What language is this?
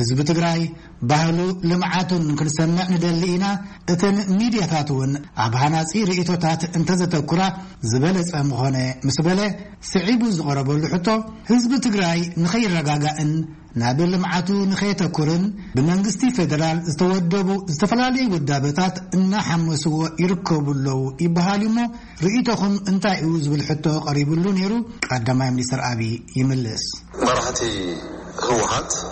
Tigrinya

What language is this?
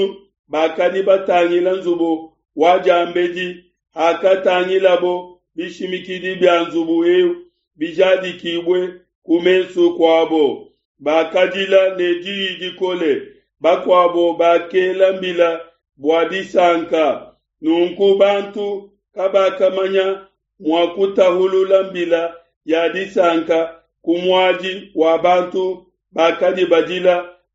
Luba-Lulua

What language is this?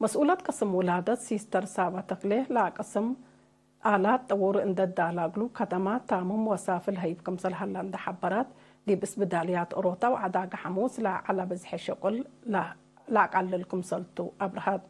Tigre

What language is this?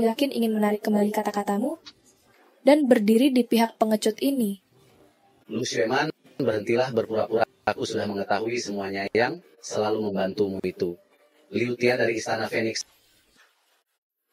Indonesian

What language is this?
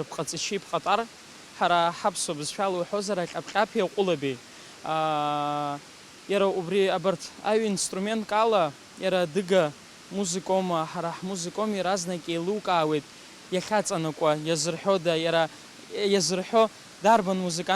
Abkhazian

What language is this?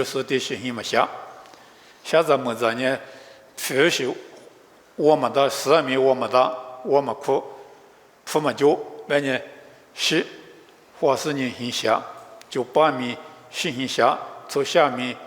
Lisu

